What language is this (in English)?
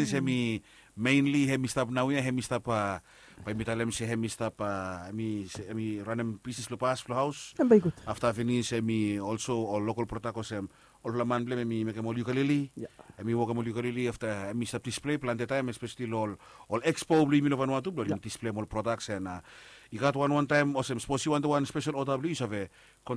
Bislama